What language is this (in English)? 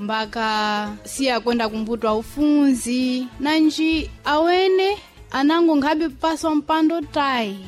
Sena